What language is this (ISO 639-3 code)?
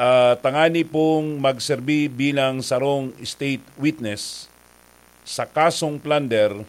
bik